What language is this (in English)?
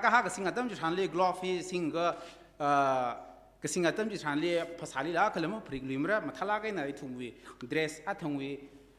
Tangkhul Naga (India)